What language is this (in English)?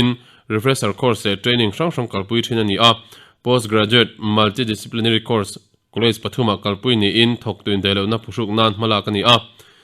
Mizo